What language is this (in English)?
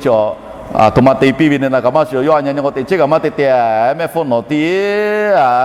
Lahu